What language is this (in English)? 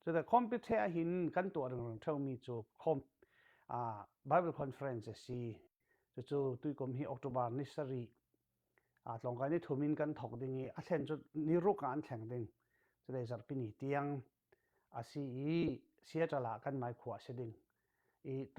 Falam Chin